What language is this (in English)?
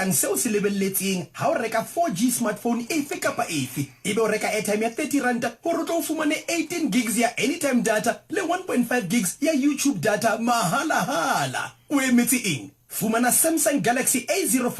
Southern Sotho